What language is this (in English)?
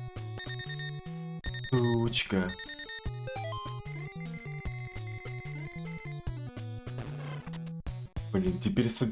Russian